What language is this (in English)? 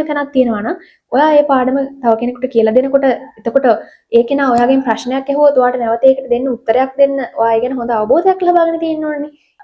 Sinhala